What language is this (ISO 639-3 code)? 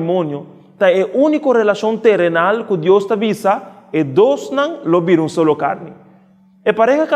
pap